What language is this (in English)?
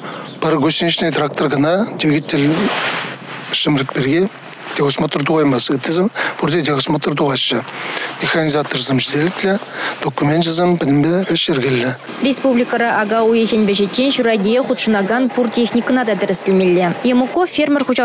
Chuvash